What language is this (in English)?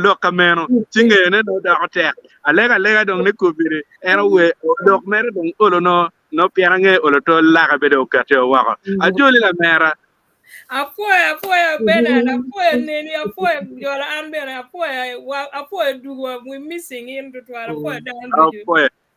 Acoli